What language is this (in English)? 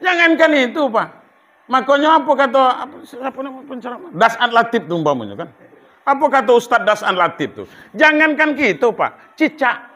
Minangkabau